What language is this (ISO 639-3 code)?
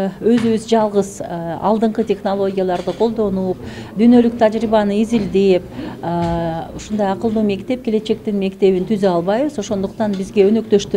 kir